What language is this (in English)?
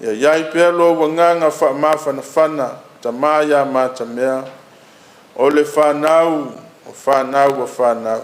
Samoan